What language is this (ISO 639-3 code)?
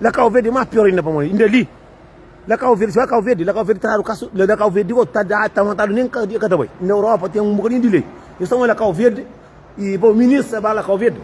kea